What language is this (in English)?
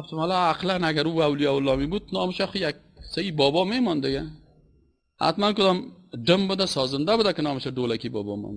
Persian